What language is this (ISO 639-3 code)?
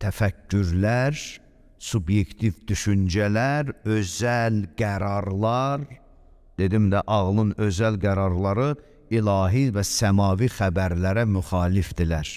aze